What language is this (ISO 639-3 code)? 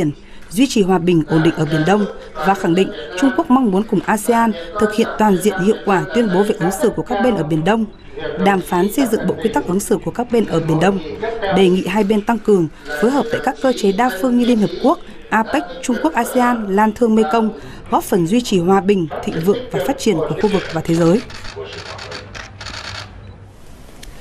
vie